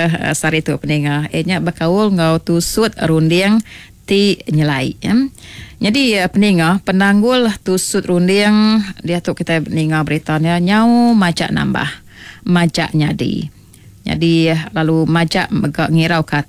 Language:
Iban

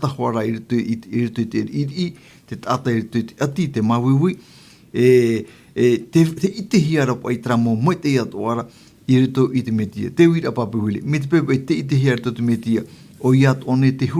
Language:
Tahitian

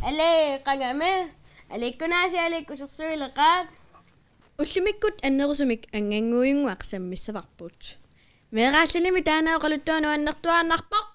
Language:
Kalaallisut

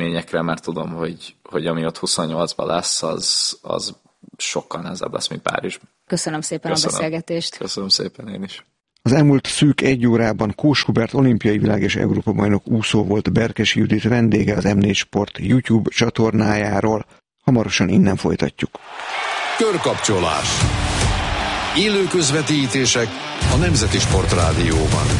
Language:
Hungarian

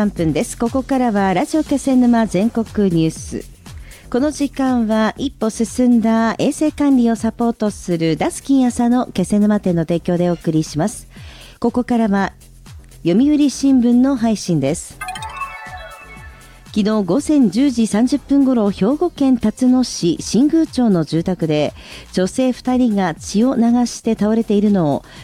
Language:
Japanese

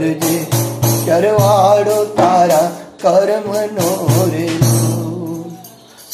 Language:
Gujarati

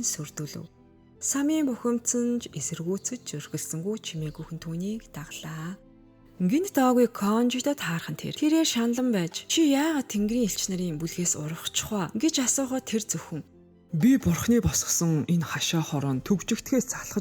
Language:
Mongolian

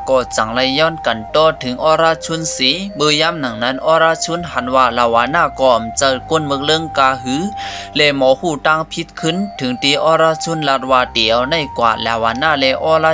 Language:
Shan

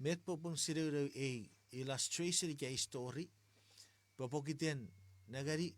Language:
Chuukese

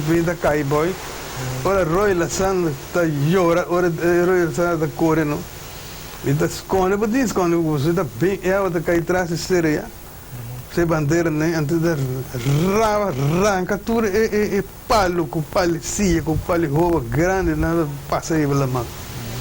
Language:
Papiamento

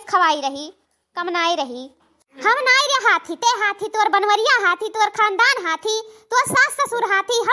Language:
Awadhi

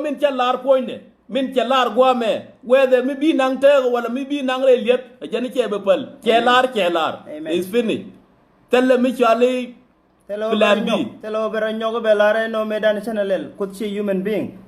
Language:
Nuer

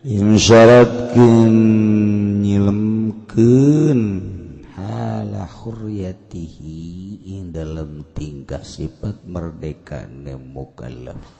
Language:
Sundanese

